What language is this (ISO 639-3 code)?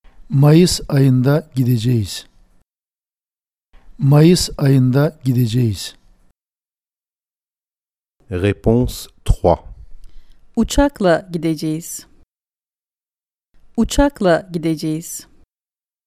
tur